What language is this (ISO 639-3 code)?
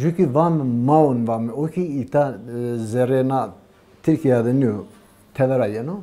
zza